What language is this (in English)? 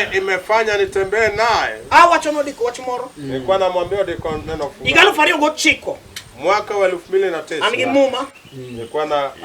Luo (Kenya and Tanzania)